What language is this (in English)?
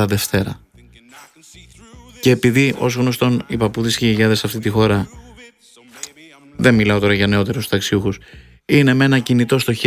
Greek